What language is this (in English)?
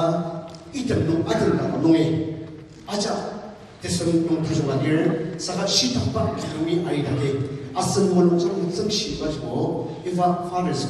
Ao Naga